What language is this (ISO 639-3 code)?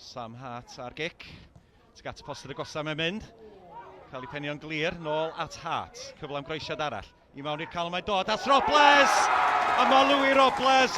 cym